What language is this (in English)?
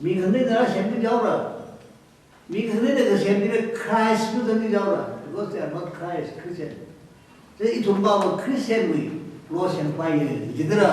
Tangkhul Naga (India)